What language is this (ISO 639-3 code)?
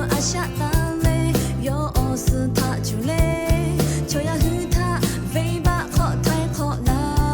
lhu